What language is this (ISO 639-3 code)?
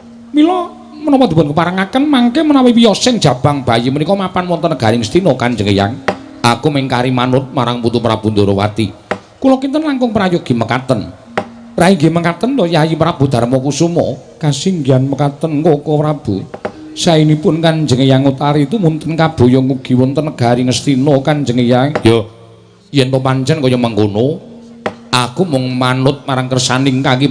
jav